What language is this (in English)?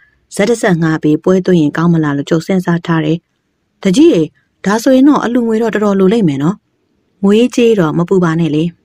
Burmese